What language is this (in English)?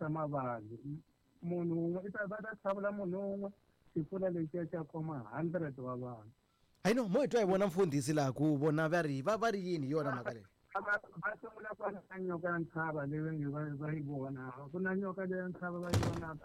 Tsonga